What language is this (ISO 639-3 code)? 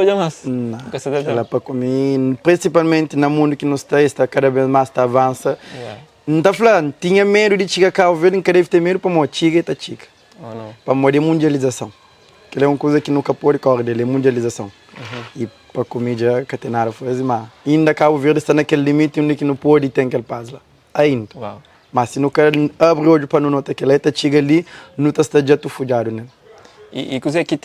kea